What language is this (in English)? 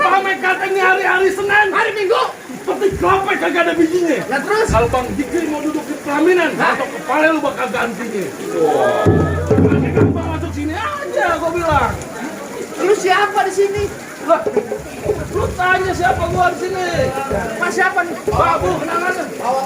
Betawi